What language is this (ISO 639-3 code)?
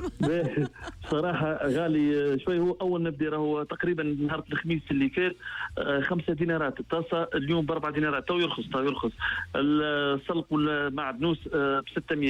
aeb